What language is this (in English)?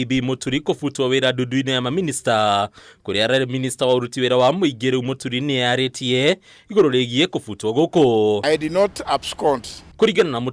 Kikuyu